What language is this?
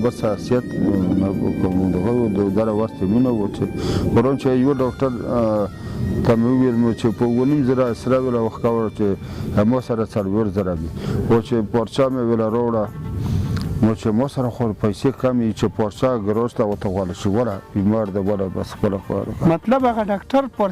Pashto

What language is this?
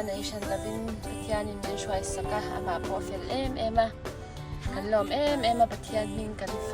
Mizo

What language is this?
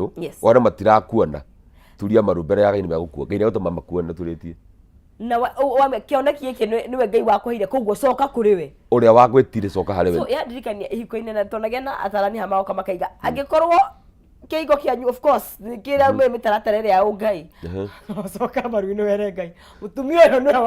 Kikuyu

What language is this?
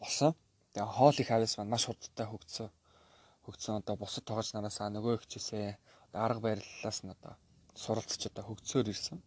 Mongolian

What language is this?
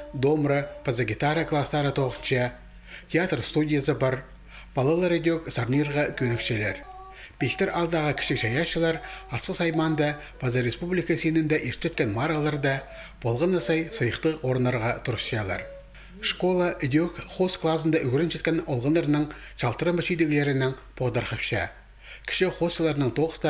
Khakas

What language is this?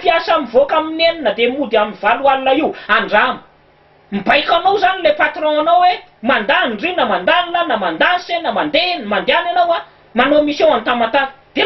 Malagasy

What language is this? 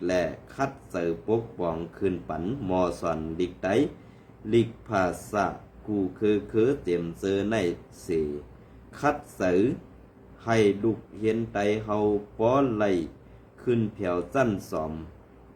Shan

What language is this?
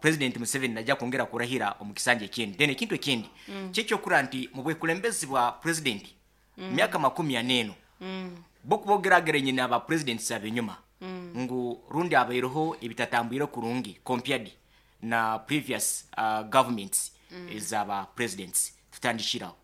Nyankole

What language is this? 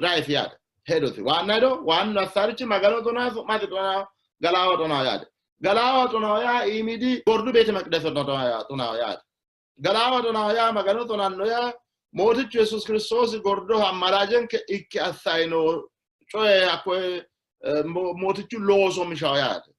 Sidamo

